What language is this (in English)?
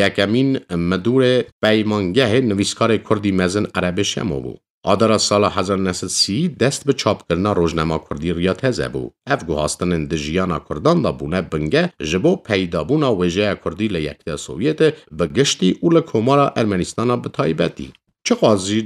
Kurdish